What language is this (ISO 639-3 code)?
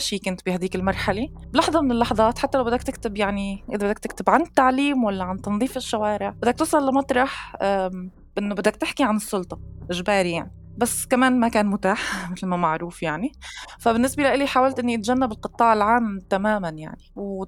apc